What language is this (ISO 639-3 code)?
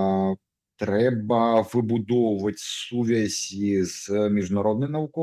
bel